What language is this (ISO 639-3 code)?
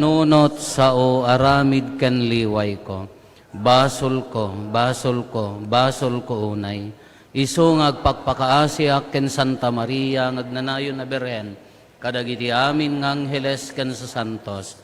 ilo